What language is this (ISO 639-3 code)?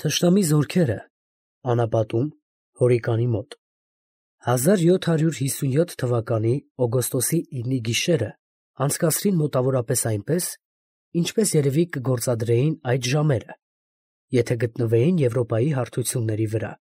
hye